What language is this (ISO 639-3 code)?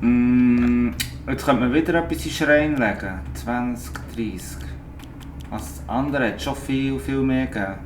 gsw